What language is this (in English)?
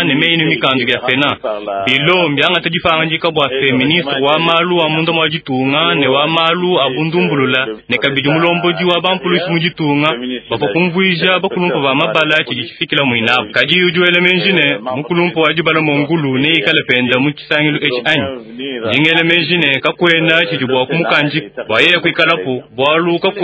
Luba-Lulua